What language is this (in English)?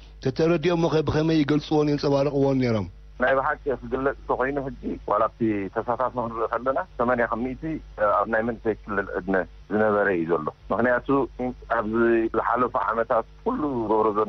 Tigrinya